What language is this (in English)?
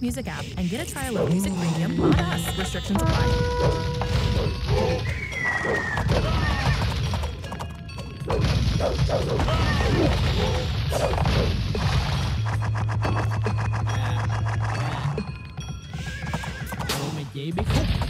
Vietnamese